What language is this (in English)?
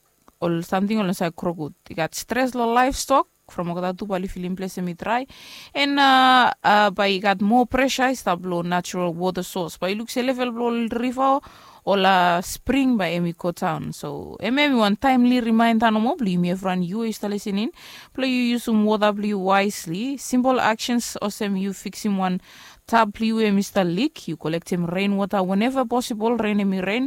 Bislama